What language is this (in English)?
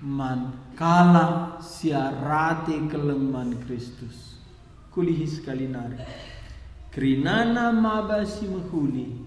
Batak Karo